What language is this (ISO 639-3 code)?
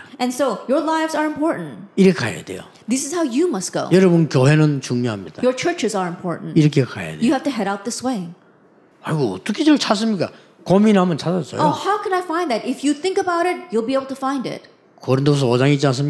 kor